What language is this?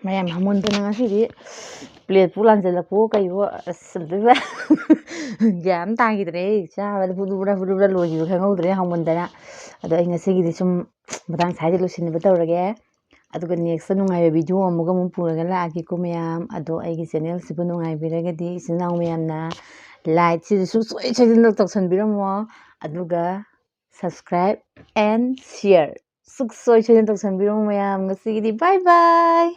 Manipuri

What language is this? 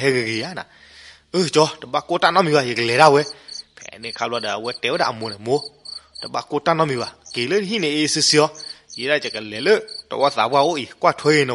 S'gaw Karen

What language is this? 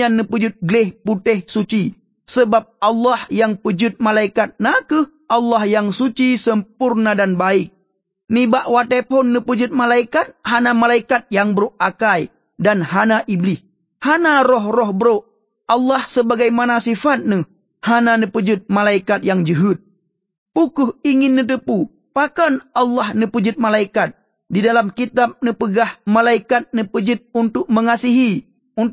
Achinese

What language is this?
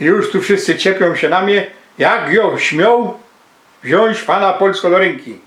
Silesian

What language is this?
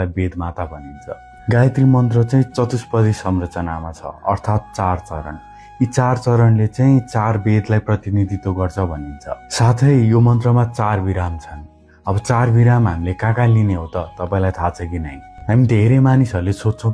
Nepali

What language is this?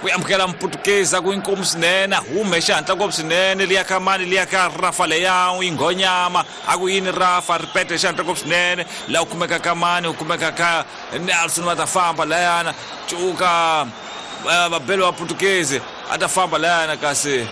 Tsonga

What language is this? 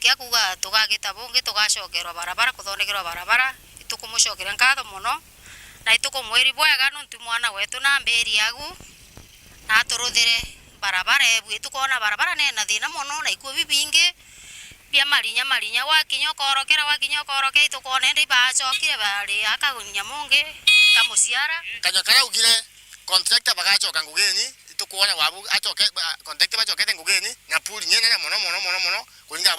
Meru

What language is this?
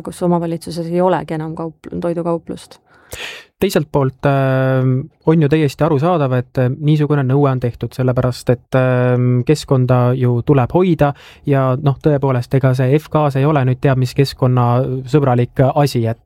Estonian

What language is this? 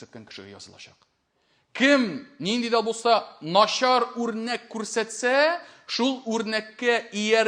Tatar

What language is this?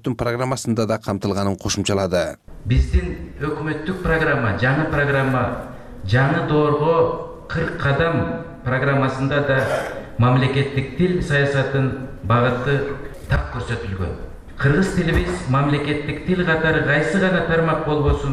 Kyrgyz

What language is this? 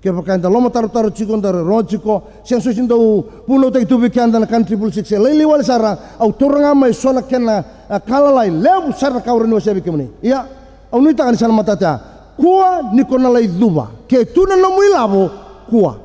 Fijian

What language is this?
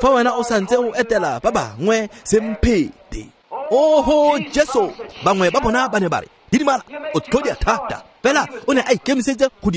Tswana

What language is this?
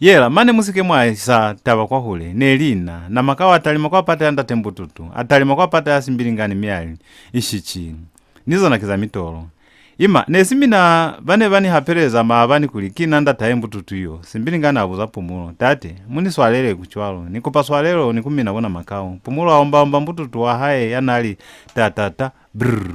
Lozi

